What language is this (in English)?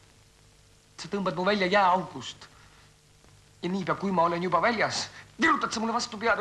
Estonian